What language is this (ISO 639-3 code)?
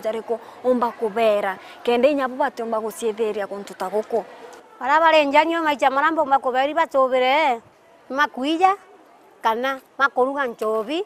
mer